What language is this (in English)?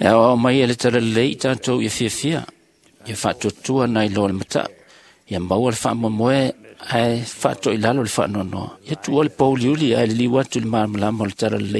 Samoan